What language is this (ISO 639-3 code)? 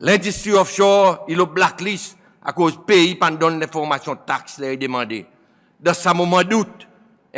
crs